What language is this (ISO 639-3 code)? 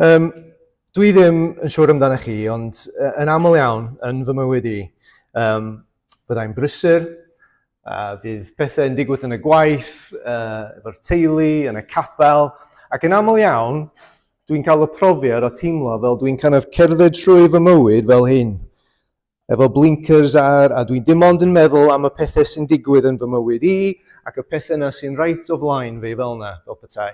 cym